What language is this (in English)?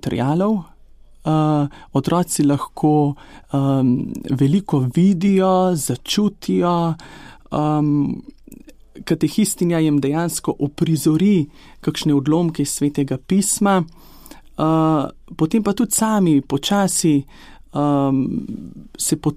Slovenian